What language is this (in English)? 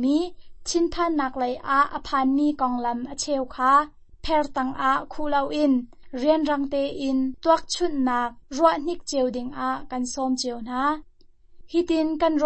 Hakha Chin